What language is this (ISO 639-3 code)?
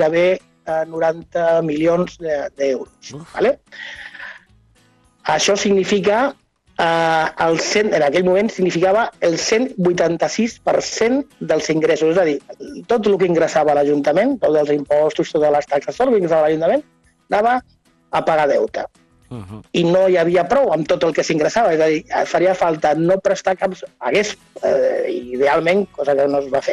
cat